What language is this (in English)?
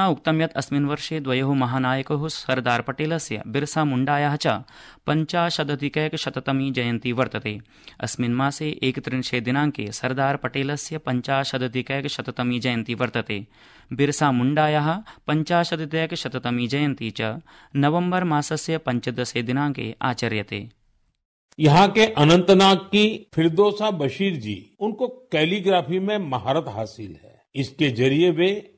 Sanskrit